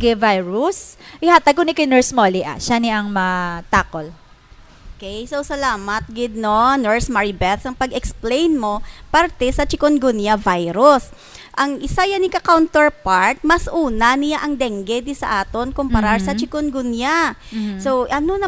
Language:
Hiligaynon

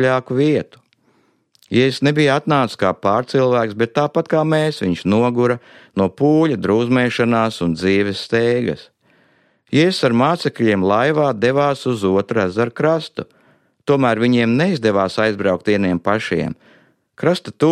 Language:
Latvian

